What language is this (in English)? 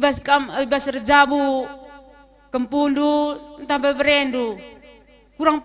Batak Karo